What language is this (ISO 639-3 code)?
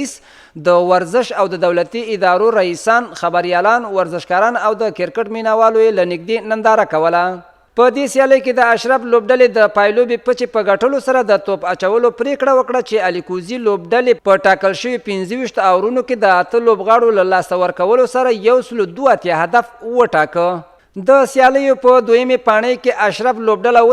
pus